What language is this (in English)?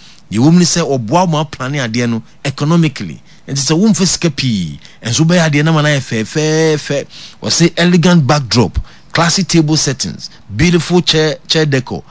Akan